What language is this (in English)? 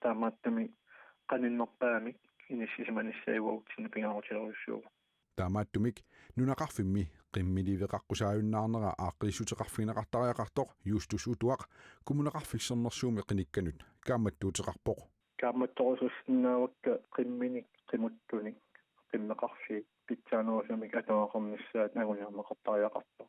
Kalaallisut